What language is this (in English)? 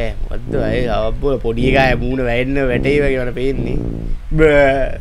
Sinhala